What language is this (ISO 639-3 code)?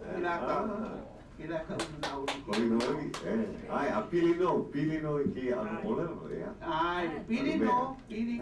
haw